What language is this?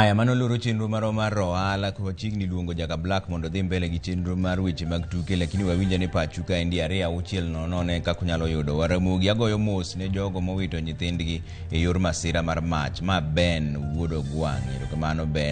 Luo (Kenya and Tanzania)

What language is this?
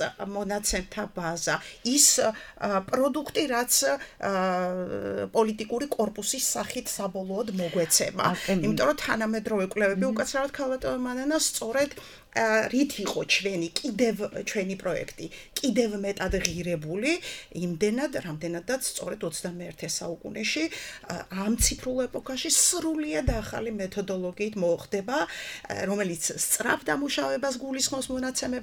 Georgian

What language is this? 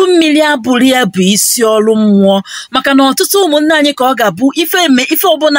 Igbo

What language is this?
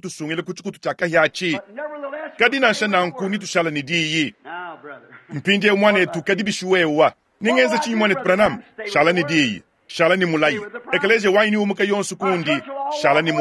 Luba-Lulua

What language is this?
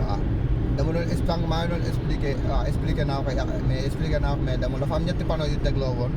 Wolof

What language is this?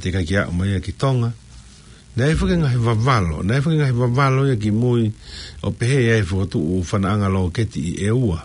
Tongan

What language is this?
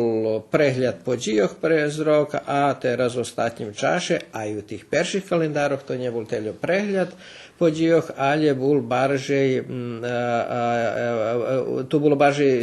Rusyn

